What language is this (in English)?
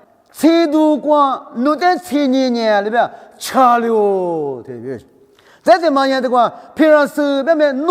Lisu